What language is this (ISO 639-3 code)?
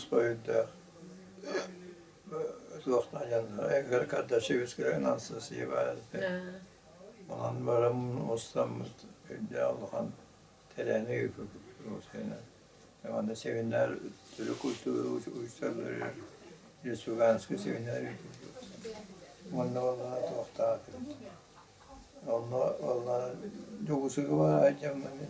sah